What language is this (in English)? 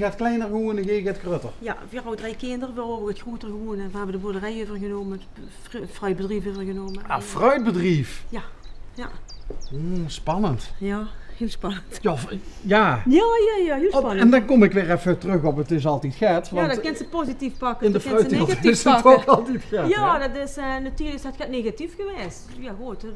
Limburgish